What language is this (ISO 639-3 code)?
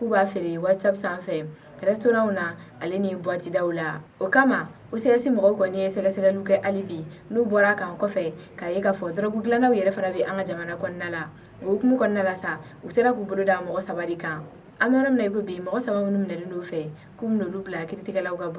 bam